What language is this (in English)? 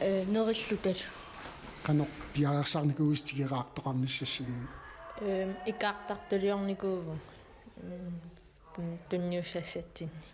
Kalaallisut